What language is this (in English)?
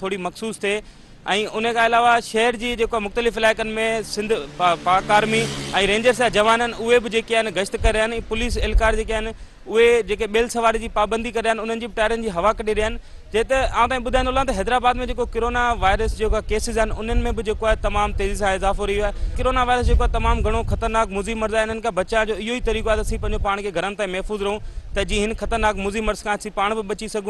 Sindhi